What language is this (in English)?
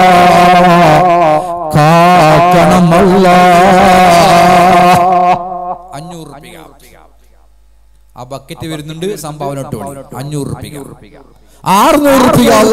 Malayalam